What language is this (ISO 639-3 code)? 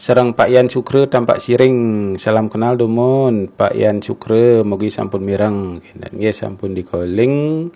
ban